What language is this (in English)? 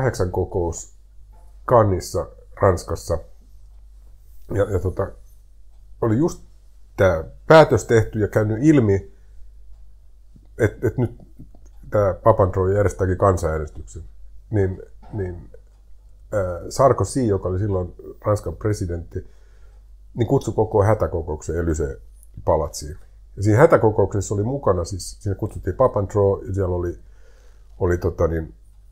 Finnish